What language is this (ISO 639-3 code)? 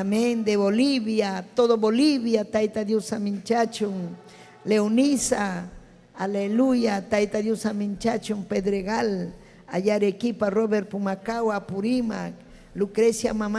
quy